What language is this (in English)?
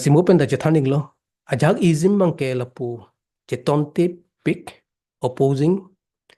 Karbi